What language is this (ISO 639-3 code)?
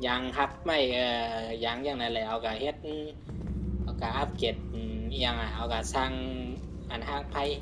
shn